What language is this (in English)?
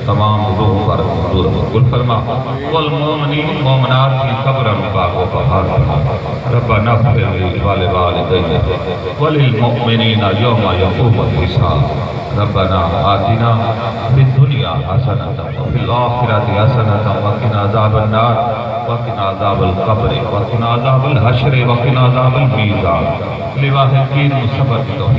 Saraiki